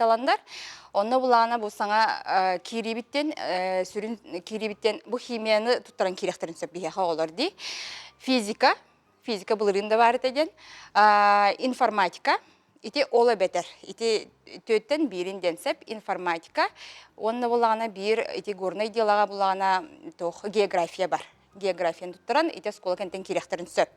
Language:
Yakut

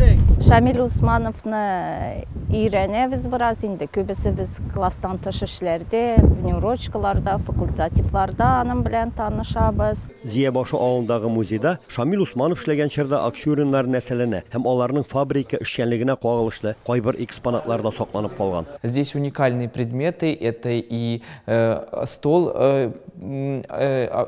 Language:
Tatar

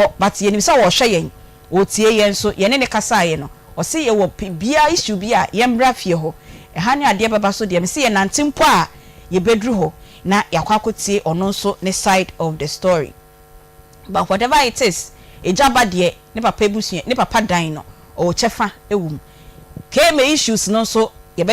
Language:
Akan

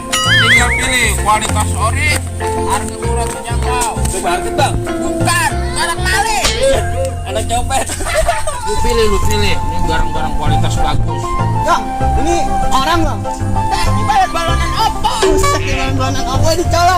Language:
Betawi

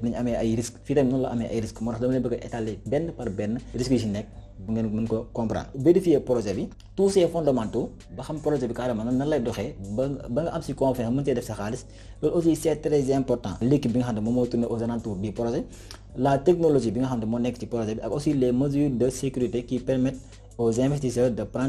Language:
Wolof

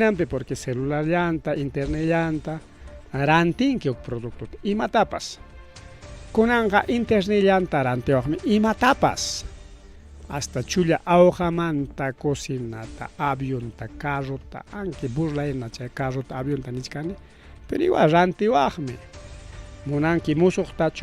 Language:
Ayacucho Quechua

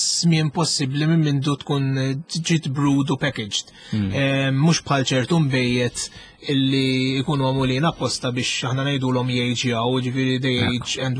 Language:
Maltese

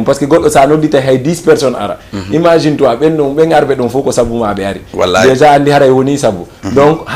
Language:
Fula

